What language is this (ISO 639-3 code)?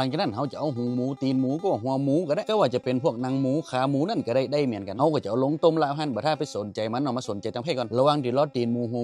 tts